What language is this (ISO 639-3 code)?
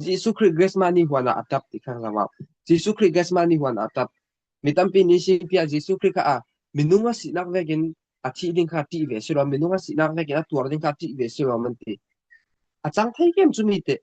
cfm